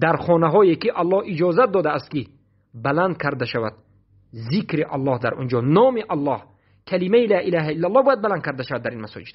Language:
Persian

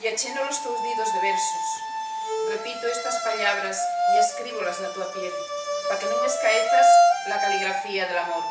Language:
Asturian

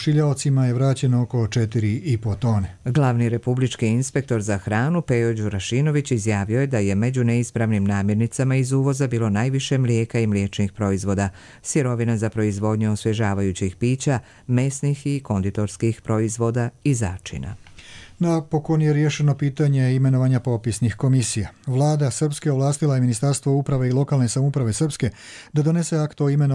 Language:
Croatian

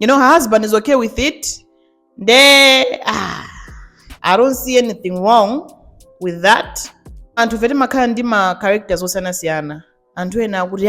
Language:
Nyanja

